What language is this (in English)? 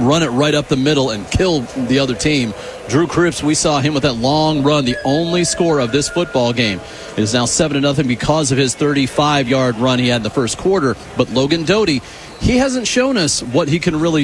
English